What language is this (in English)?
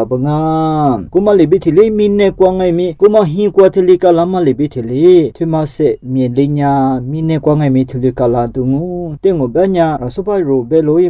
Lisu